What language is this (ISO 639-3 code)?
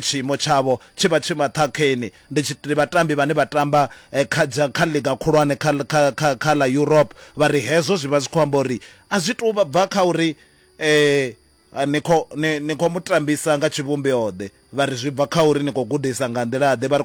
ven